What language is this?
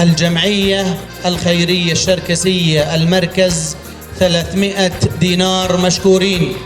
North Levantine Arabic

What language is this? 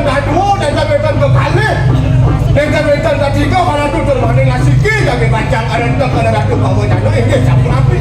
Balinese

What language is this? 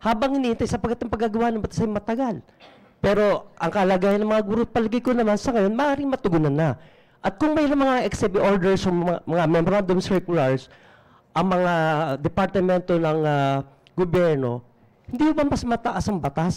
Filipino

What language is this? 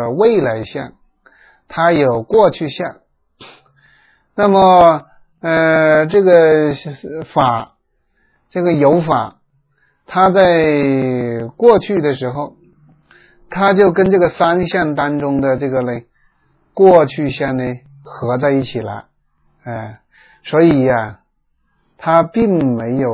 Chinese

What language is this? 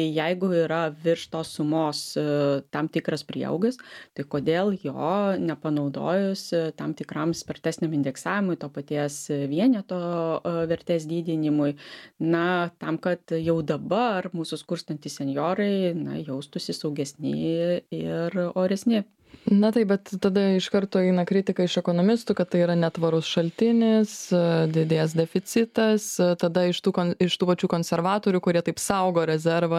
Lithuanian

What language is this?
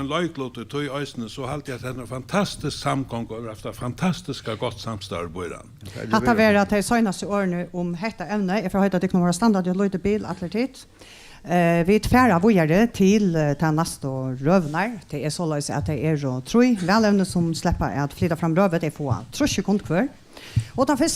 Faroese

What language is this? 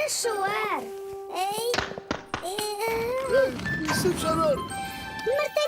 Adyghe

